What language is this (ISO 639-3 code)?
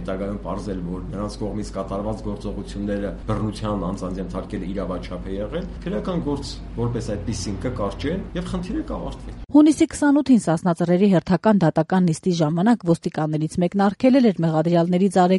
hye